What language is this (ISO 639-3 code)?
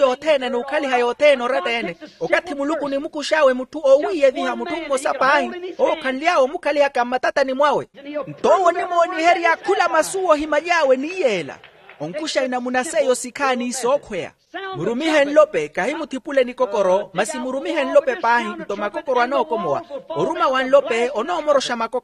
vmw